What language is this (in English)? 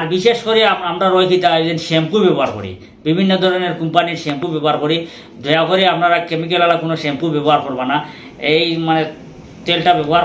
Sylheti